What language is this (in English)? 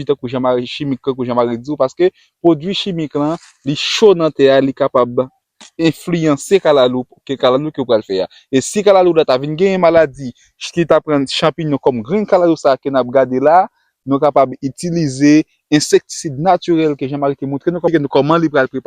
Haitian Creole